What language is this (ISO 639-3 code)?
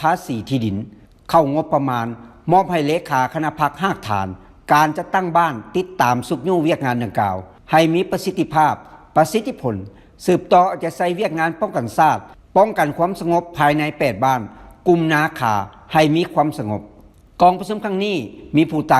lao